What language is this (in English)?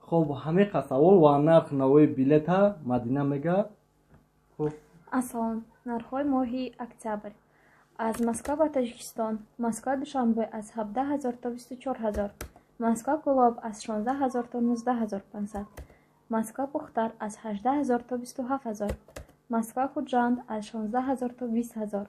Tajik